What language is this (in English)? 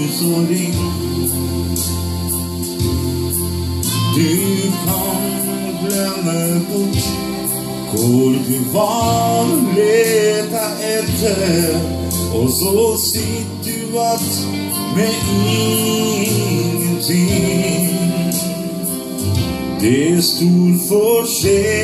Norwegian